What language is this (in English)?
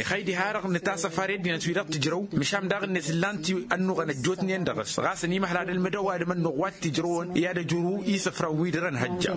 Tamasheq